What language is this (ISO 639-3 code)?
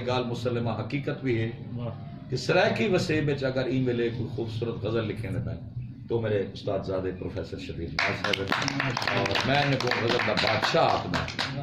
skr